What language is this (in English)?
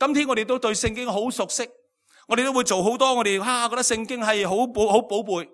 Cantonese